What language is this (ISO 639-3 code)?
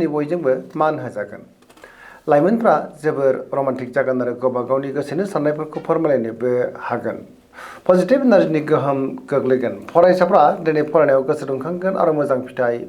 brx